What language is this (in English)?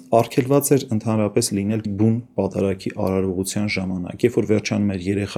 Armenian